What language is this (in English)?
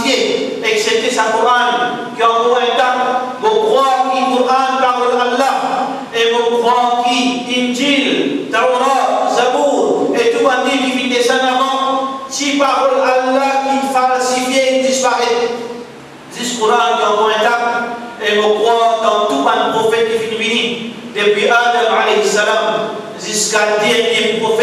Morisyen